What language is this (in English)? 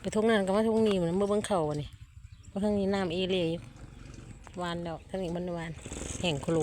Lao